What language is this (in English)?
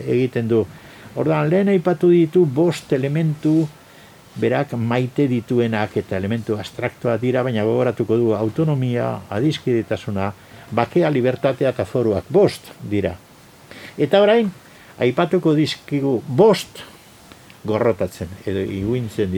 Basque